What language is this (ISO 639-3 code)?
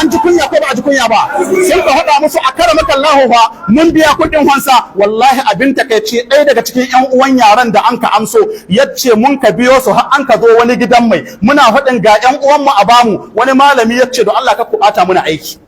hau